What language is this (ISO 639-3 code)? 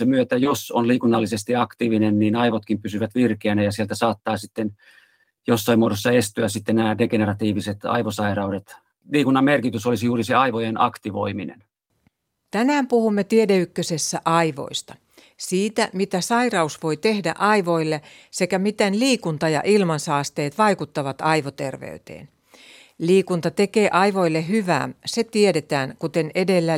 fin